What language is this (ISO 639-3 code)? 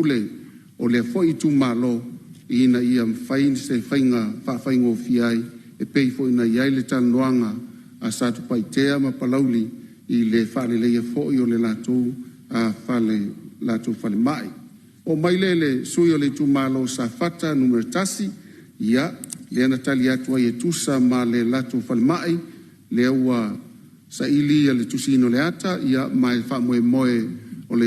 smo